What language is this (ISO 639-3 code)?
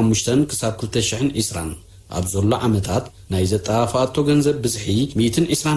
tir